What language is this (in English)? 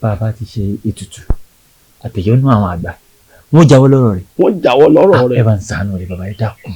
Yoruba